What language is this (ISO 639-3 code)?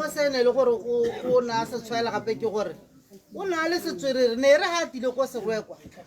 tsn